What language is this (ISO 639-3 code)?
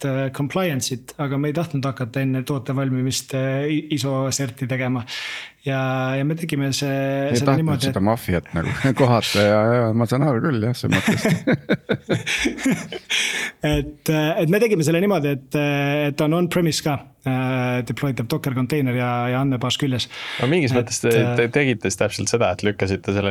est